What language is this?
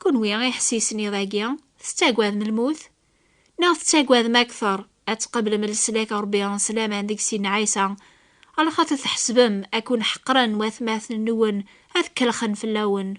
Kabyle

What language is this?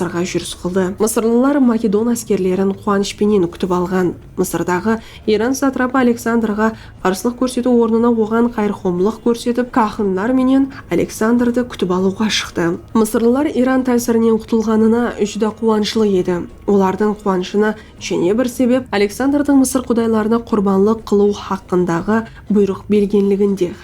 Kara-Kalpak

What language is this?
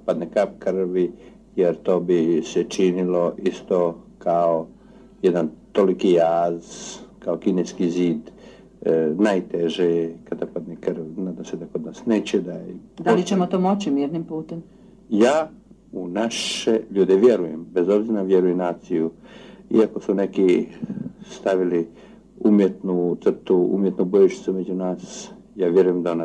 Croatian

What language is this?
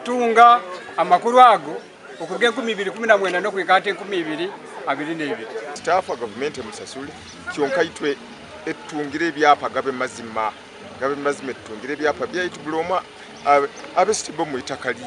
Nyankole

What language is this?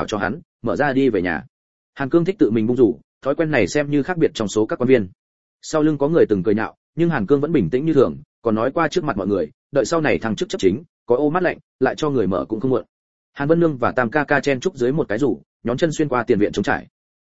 Vietnamese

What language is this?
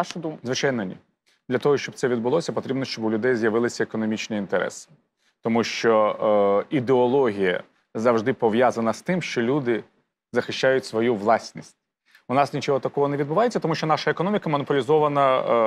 Ukrainian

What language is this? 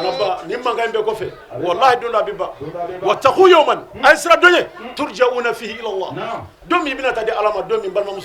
Bambara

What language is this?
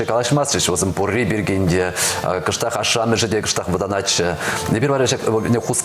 Chuvash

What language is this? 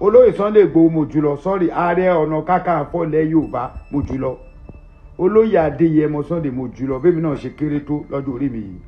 Yoruba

